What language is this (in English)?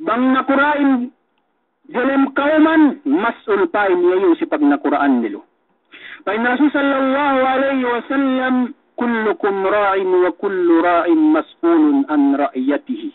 Yakan